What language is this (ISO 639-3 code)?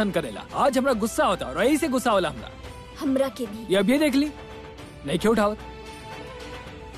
bho